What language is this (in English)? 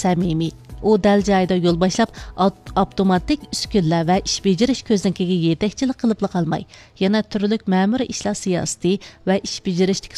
Uyghur